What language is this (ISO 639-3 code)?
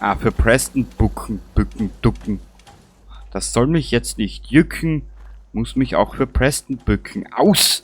bar